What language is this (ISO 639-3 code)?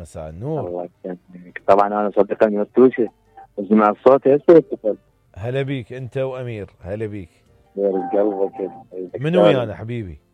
acm